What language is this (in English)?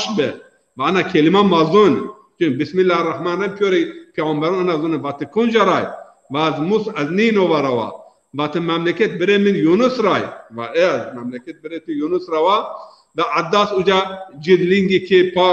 Zaza